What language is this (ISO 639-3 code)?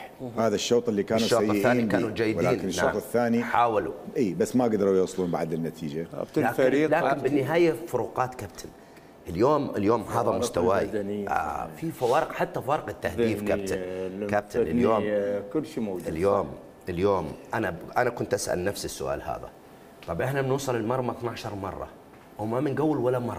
acm